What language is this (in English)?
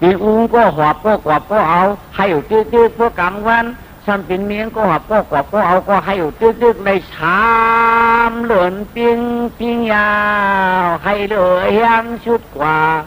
Shan